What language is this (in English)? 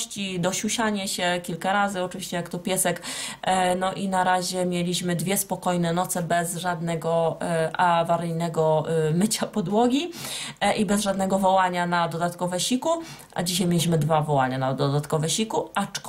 Polish